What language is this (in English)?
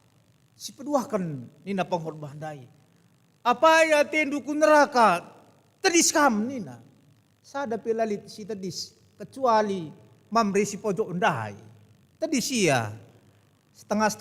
Batak Karo